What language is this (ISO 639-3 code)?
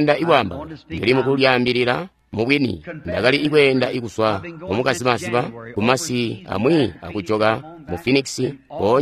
toi